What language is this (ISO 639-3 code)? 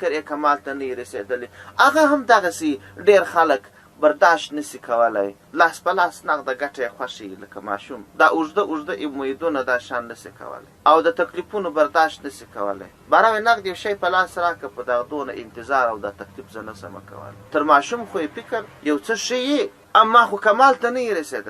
pus